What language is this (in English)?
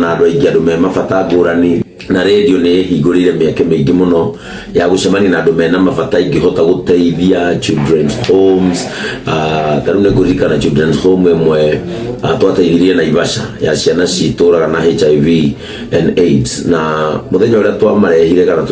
Kikuyu